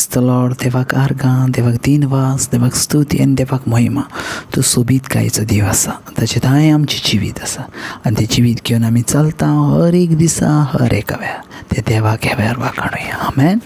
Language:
Konkani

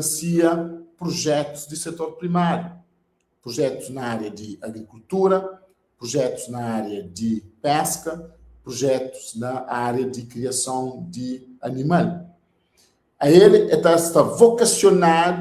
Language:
Kabuverdianu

